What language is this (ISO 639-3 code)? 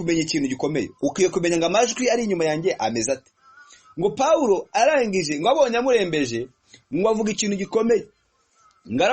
kin